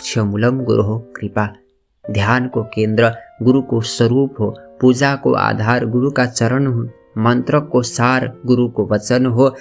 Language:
Nepali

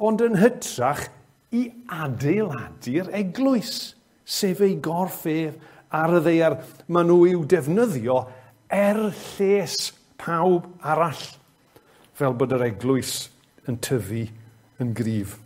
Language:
Welsh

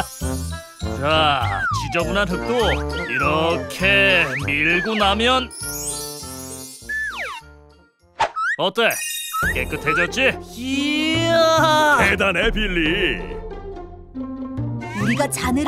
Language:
Korean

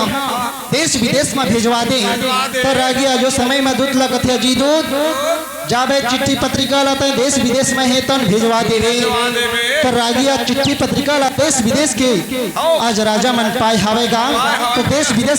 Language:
Chhattisgarhi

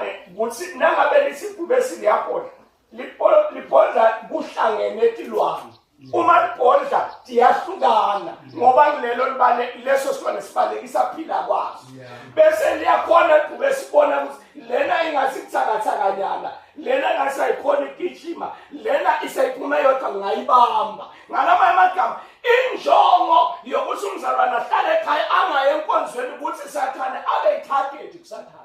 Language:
Zulu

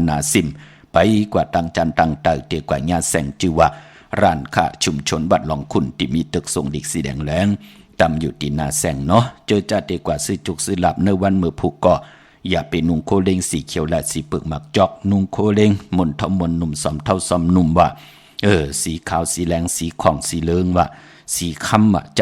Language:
Shan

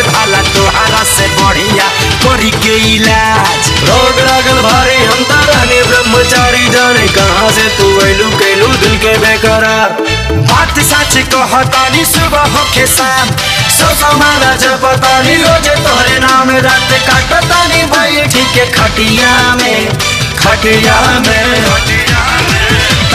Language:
Bhojpuri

